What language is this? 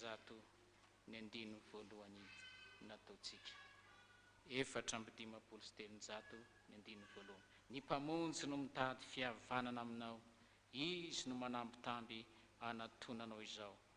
Malagasy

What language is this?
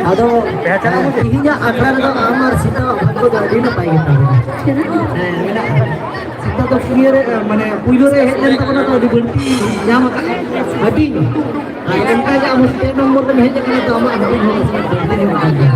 Santali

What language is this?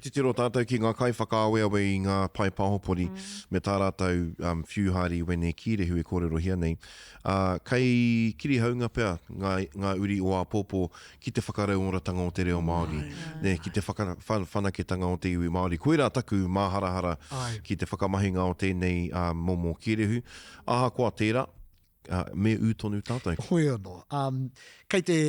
Māori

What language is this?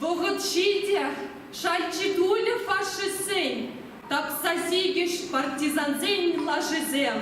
Chuvash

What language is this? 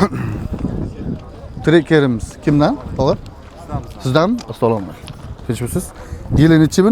Uzbek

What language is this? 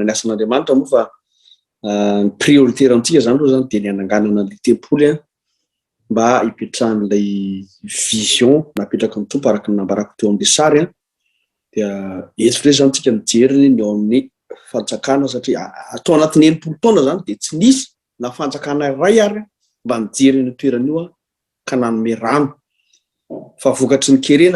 Malagasy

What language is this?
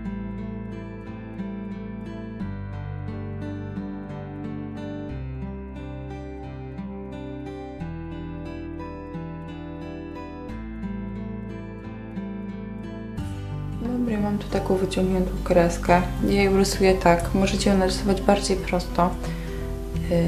Polish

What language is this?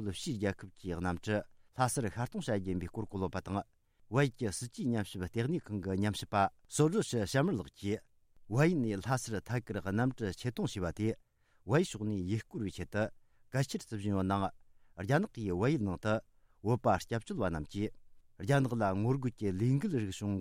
Tibetan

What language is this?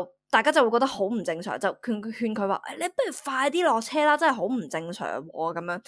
Cantonese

